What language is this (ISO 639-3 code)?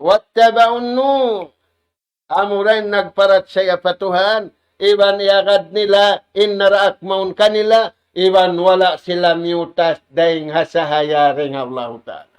tsg